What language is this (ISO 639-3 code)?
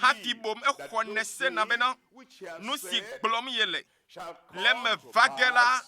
ewe